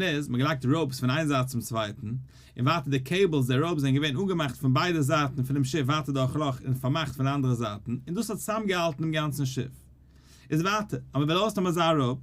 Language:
Yiddish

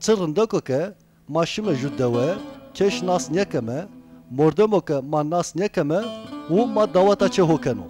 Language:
Zaza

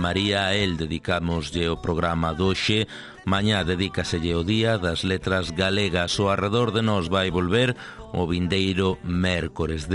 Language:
Galician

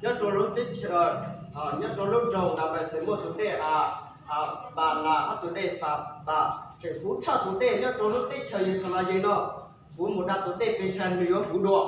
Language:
Hmong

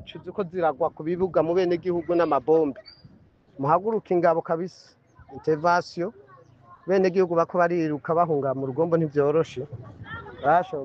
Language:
Rundi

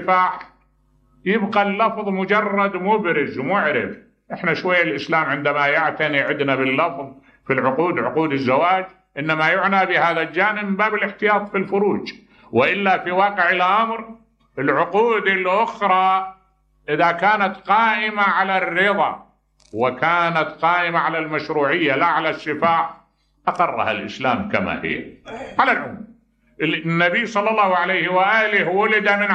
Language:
Mesopotamian Arabic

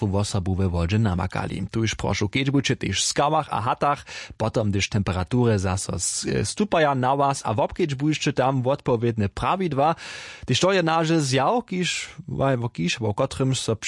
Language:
Upper Sorbian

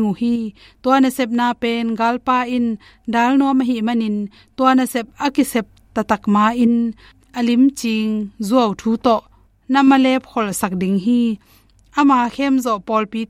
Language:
Tedim Chin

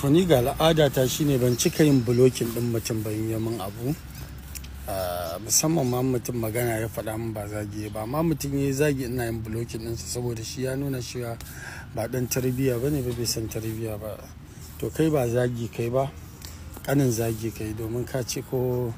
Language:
Hausa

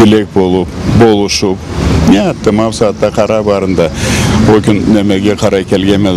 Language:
Karachay-Balkar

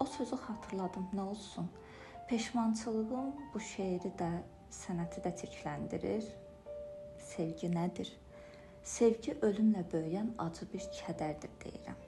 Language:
Azerbaijani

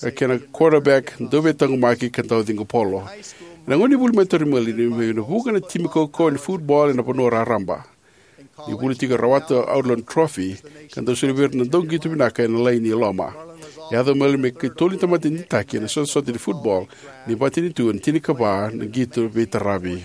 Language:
Fijian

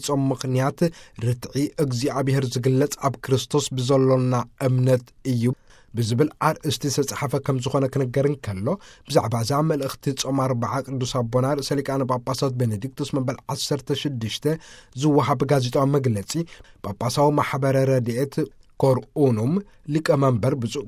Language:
Tigrinya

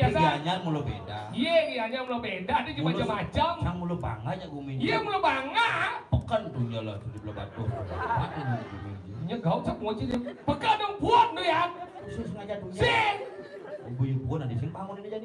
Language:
Balinese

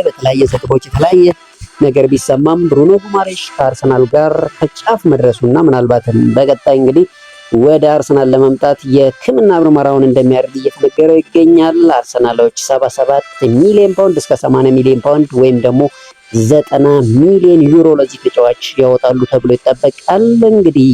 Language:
Amharic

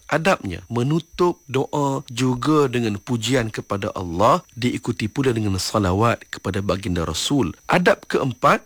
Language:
Malay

